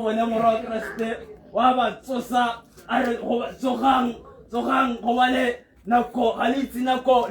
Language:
Tswana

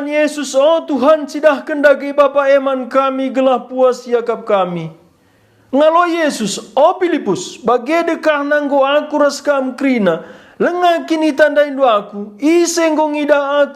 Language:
Batak Karo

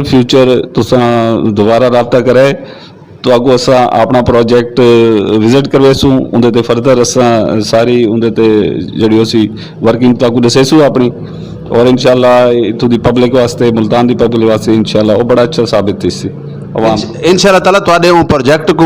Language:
Saraiki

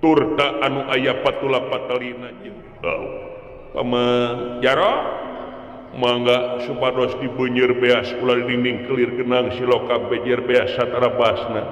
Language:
Sundanese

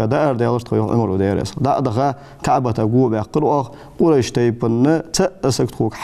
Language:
Ingush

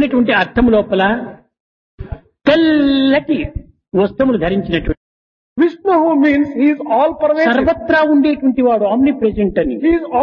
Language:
Telugu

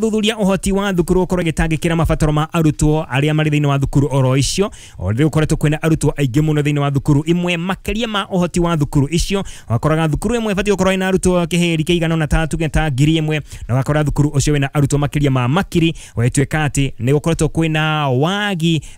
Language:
Kikuyu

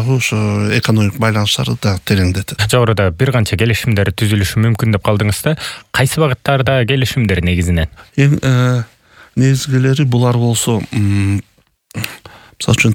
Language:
Kyrgyz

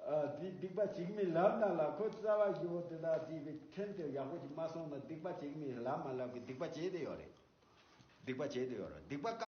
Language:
Tibetan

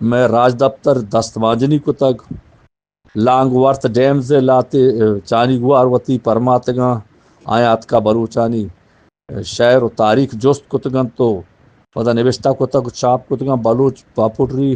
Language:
Eastern Balochi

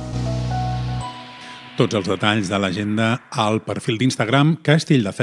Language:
Catalan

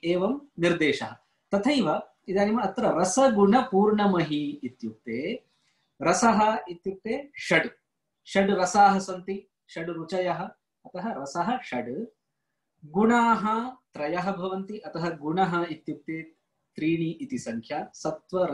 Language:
Sanskrit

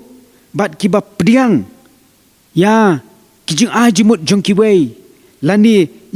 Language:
Khasi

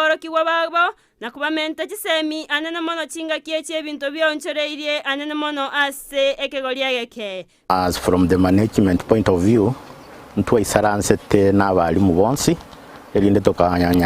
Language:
Gusii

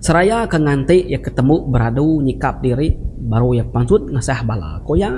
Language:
Iban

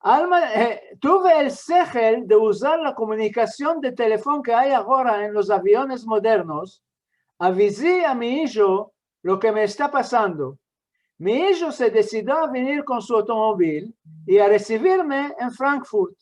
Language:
Ladino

